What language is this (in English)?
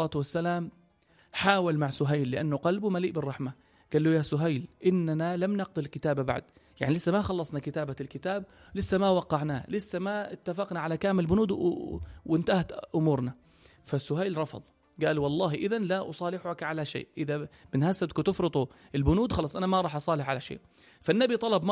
North Levantine Arabic